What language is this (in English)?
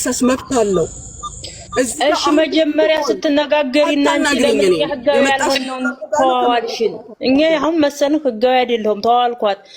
Amharic